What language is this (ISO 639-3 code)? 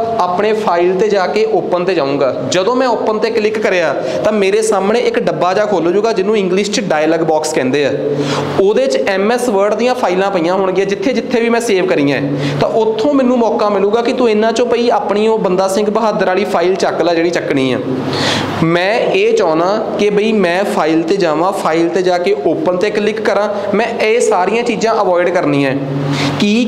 pan